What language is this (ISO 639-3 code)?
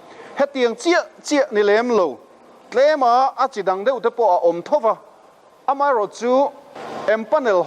lus